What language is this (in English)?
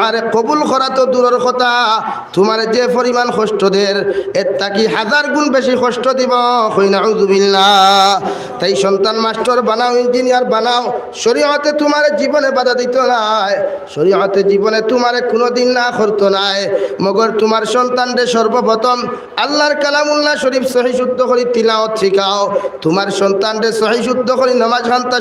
Sylheti